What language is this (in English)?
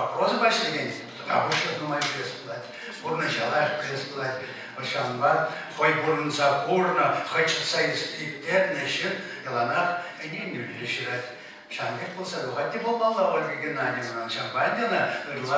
Chuvash